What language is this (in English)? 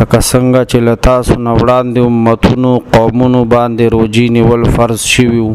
Pashto